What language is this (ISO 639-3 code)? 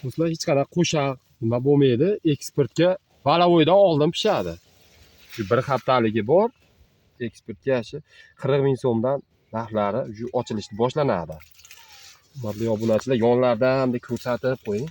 uzb